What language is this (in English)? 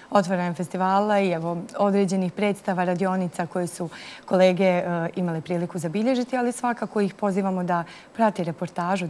Bosnian